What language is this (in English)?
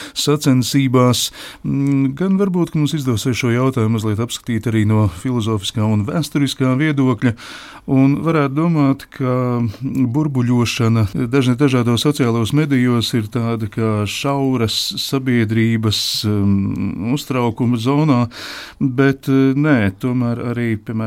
Latvian